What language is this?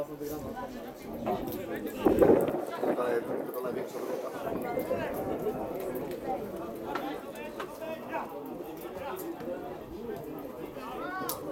Polish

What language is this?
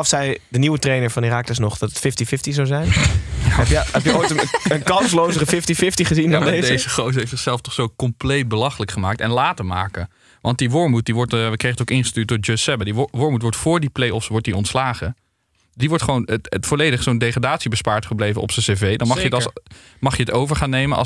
Dutch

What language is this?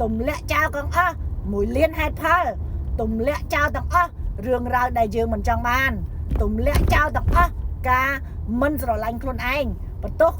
Khmer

